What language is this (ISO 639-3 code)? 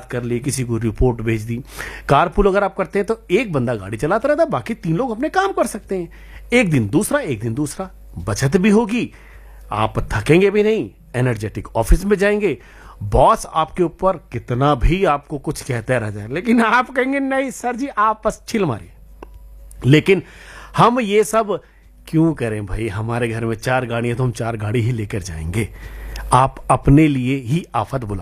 hin